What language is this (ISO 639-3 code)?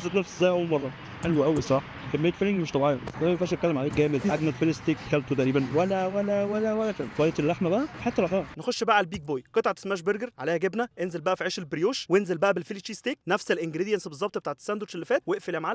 arz